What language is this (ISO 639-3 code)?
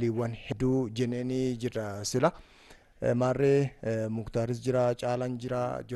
orm